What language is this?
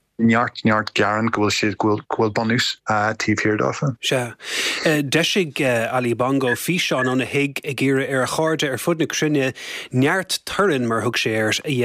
Irish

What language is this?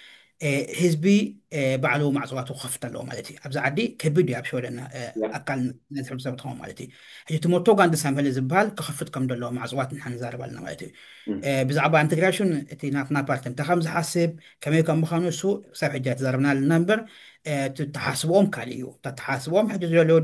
Tigrinya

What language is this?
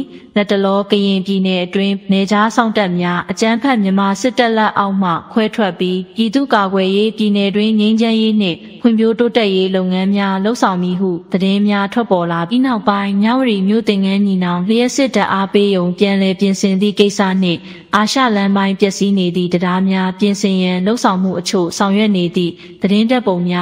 Burmese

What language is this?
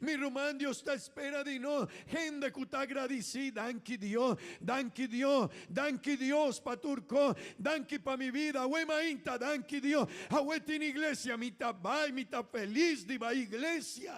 Papiamento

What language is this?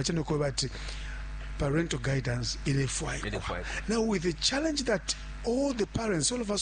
Bemba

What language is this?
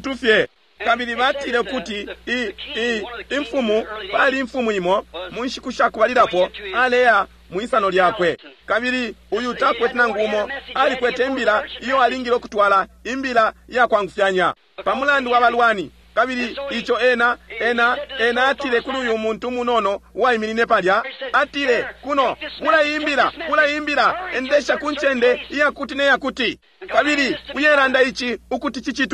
Bemba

